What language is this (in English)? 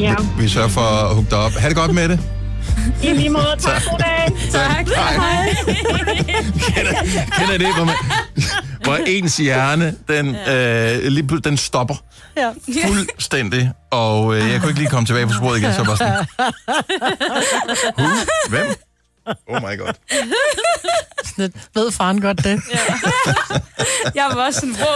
Danish